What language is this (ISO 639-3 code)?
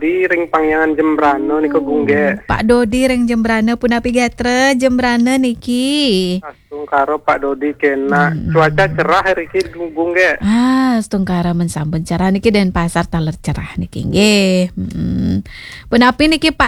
ban